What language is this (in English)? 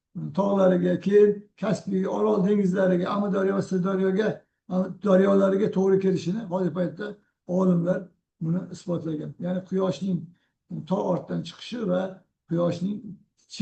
Uzbek